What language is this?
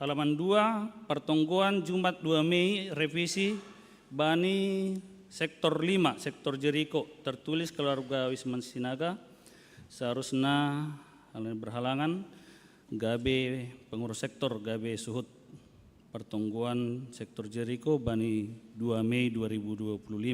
Batak Simalungun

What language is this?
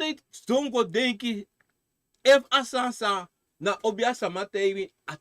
Sranan Tongo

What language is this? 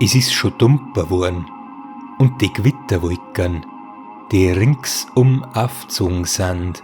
Bavarian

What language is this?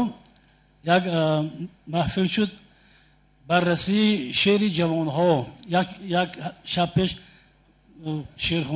Tajik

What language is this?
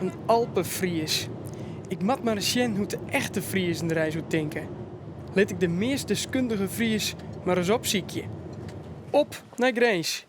Western Frisian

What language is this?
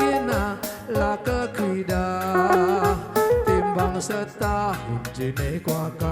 Batak Karo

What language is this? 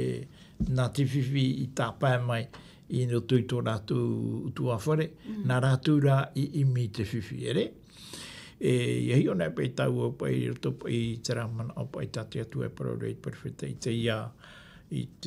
Tahitian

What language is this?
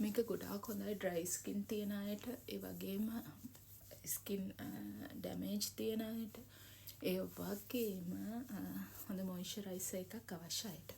Sinhala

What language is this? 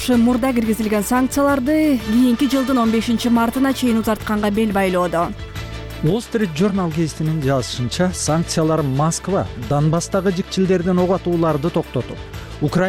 Kyrgyz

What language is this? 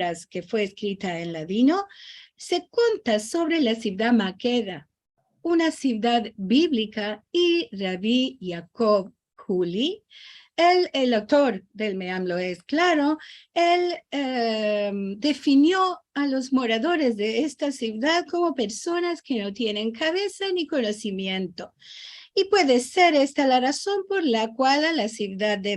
Ladino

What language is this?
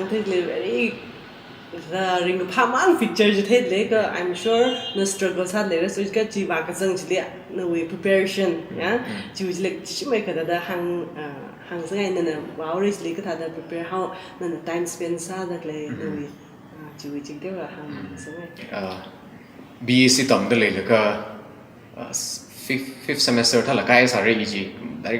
Tangkhul Naga (India)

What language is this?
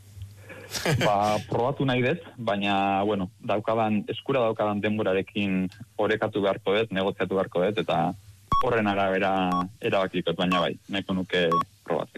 Basque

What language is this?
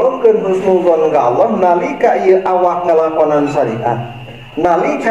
Sundanese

